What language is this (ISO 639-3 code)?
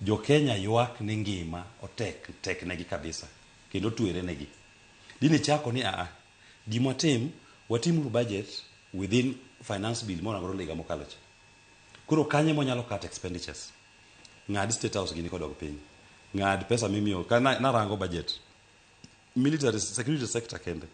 luo